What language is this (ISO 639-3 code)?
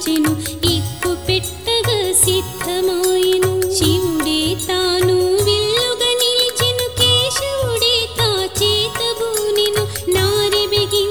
tel